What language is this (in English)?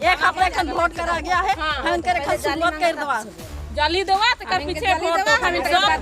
Sadri